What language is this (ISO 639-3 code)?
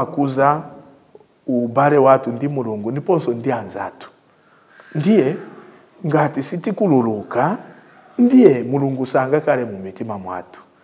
nya